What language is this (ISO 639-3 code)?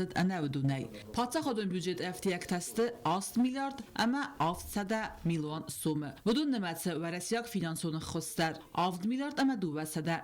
oss